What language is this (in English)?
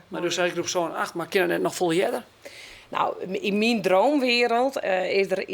Western Frisian